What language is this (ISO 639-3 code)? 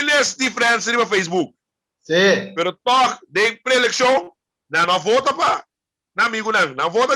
pap